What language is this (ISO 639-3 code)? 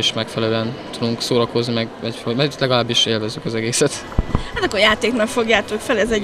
hun